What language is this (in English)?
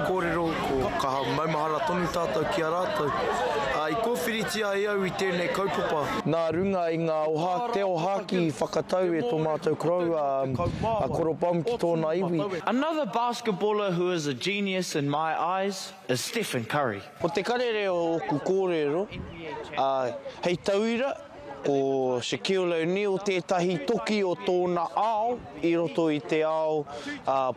Māori